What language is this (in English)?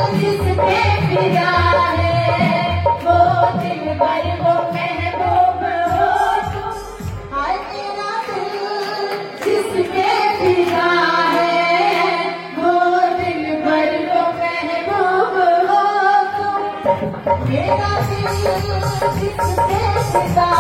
Hindi